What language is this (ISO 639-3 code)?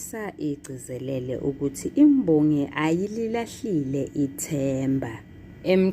zul